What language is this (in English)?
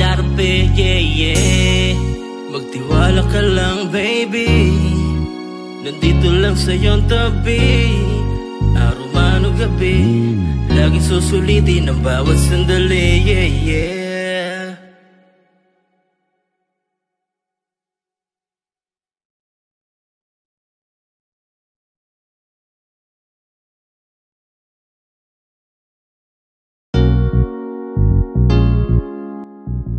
Filipino